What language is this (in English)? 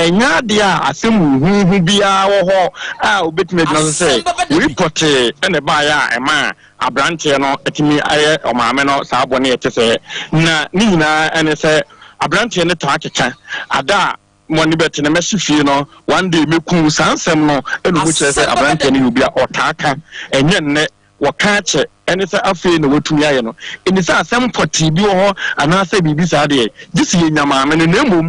Akan